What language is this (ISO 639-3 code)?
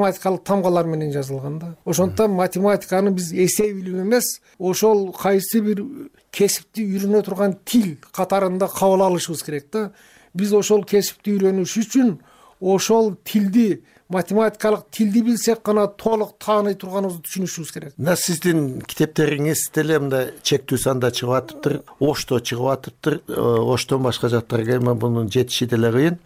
kir